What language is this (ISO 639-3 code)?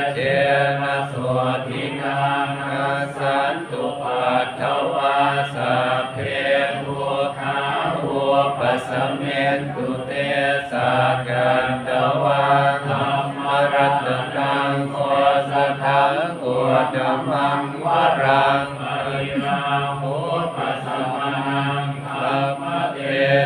pli